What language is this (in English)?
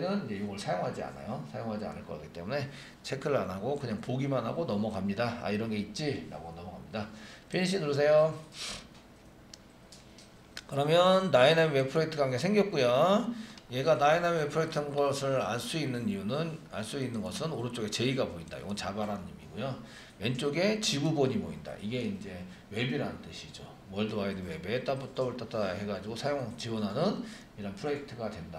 Korean